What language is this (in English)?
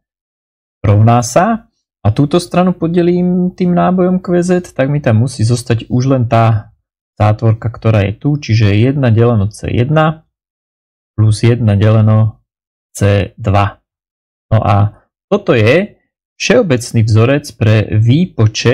Slovak